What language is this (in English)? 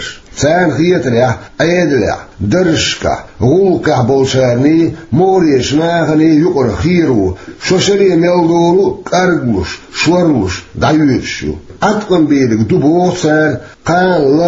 Chechen